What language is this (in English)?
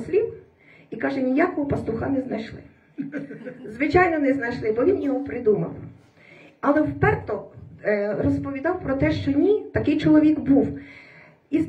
Ukrainian